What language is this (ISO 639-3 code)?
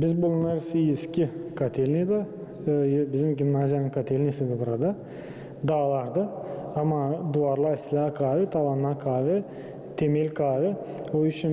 gag